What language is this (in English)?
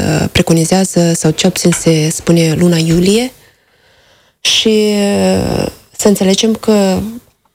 Romanian